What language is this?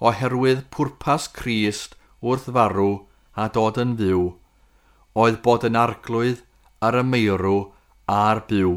Welsh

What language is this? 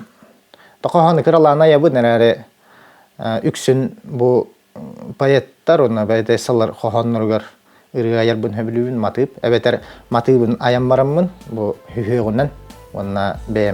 Yakut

